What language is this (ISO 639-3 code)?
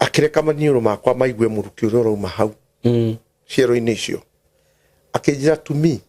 kik